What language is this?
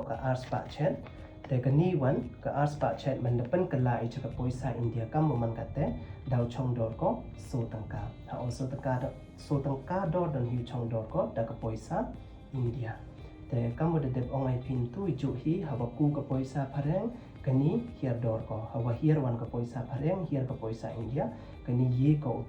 Pnar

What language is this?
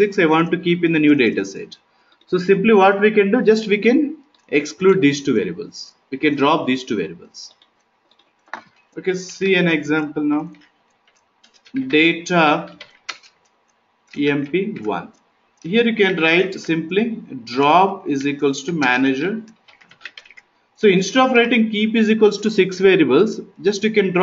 English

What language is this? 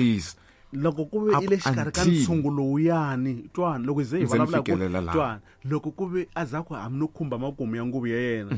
Tsonga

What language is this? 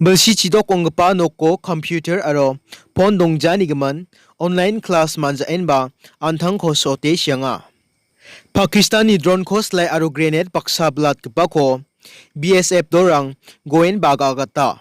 Garo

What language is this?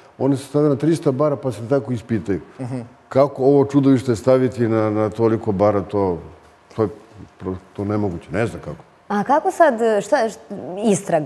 Serbian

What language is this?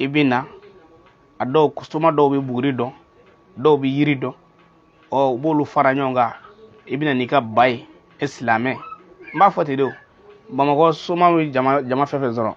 Bambara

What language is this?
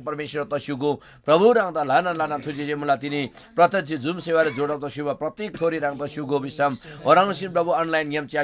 Eastern Tamang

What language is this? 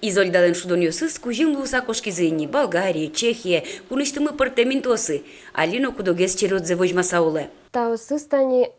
Udmurt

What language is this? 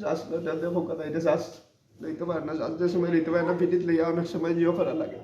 Sylheti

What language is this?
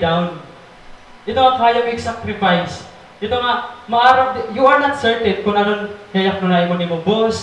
Waray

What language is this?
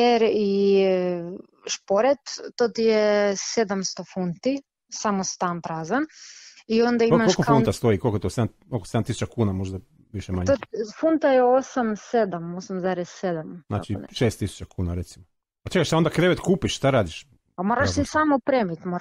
Croatian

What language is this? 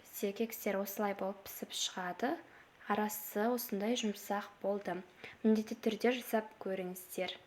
Kazakh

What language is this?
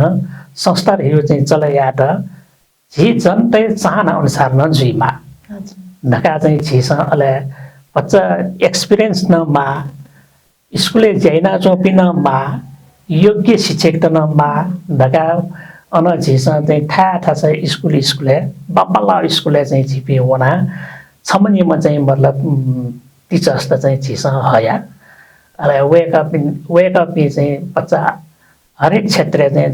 Newari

